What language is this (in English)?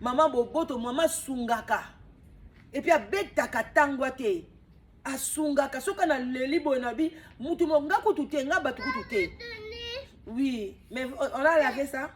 Lingala